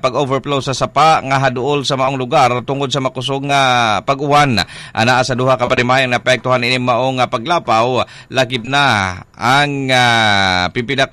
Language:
Cebuano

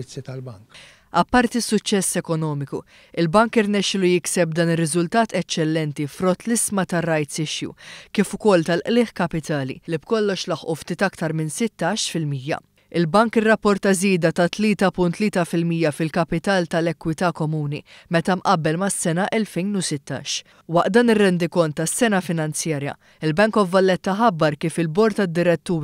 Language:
Maltese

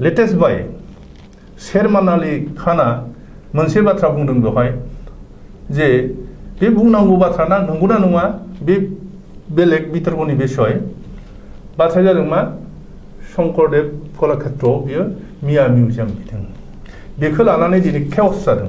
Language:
Bodo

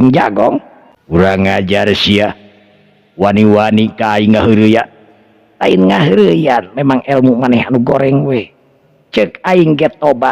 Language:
Sundanese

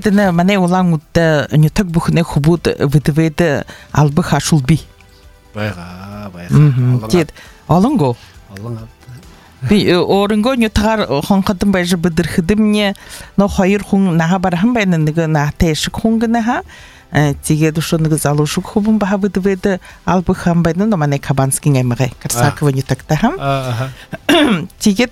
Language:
Buriat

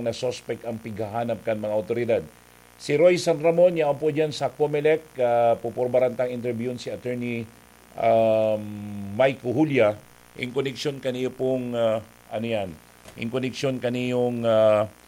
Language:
Bikol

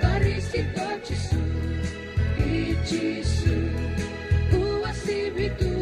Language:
Fijian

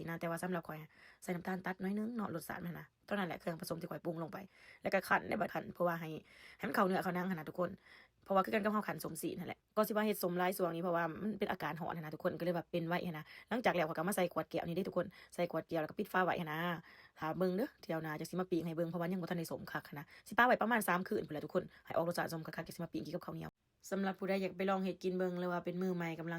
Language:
Lao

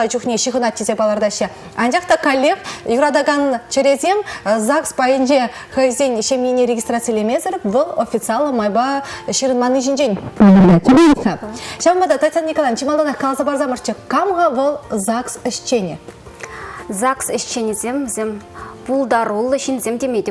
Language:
Chuvash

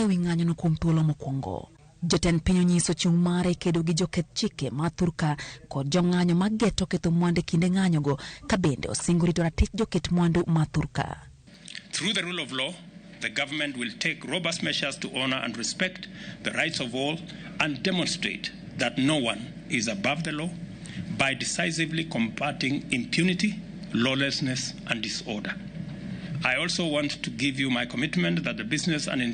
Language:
Luo (Kenya and Tanzania)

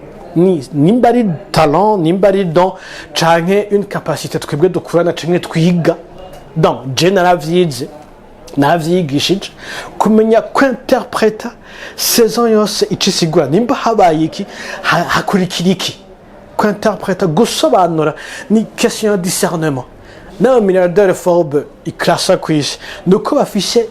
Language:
Rundi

